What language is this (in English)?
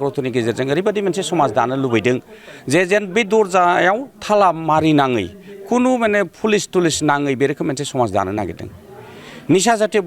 Bodo